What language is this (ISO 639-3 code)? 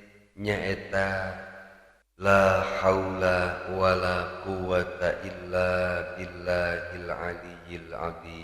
sun